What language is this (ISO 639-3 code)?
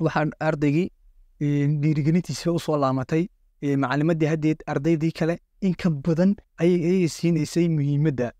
som